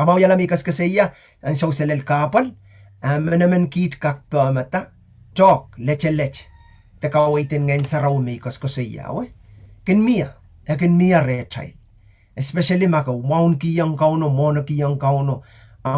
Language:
Pohnpeian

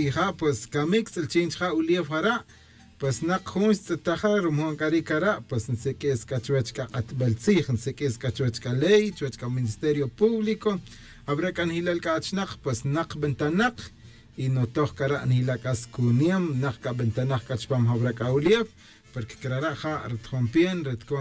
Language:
Tz'utujil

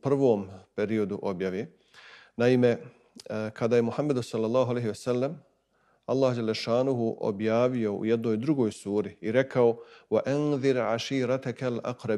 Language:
Bosnian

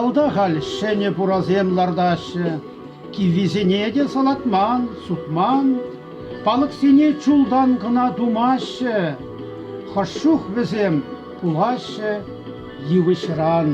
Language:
Chuvash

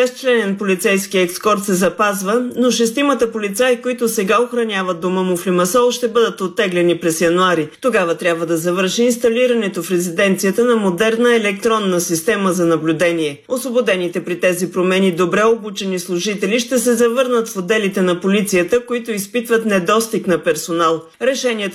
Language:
Bulgarian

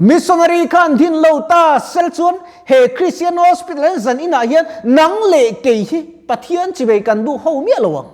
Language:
Mizo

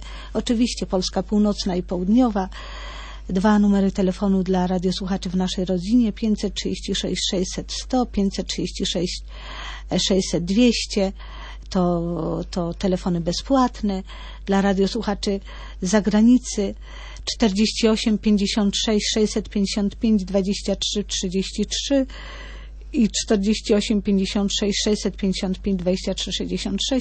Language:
Polish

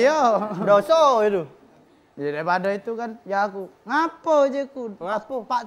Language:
Musi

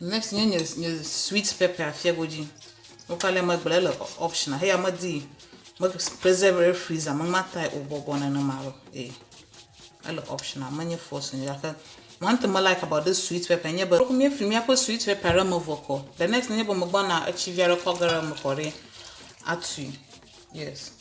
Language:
Ewe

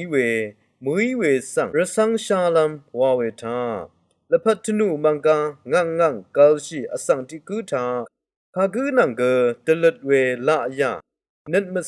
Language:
Rawang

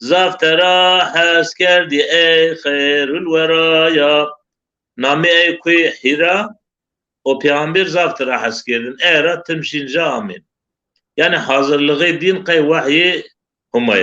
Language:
Zaza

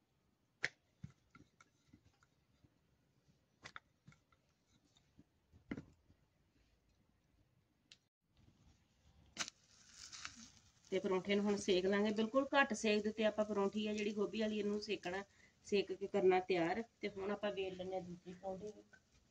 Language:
Punjabi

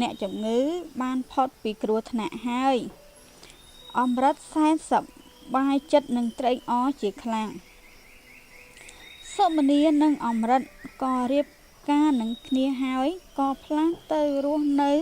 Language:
Khmer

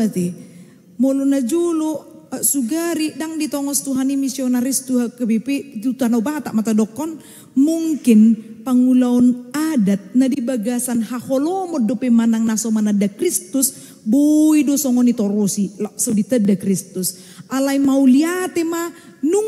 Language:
Batak Toba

